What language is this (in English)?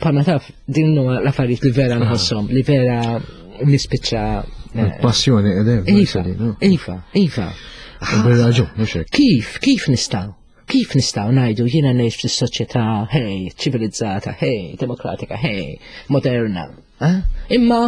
Maltese